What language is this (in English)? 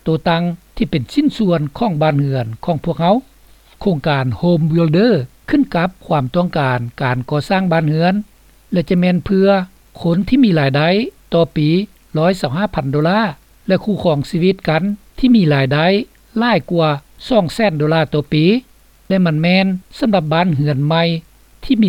Lao